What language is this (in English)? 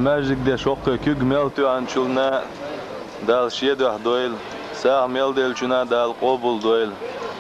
Chechen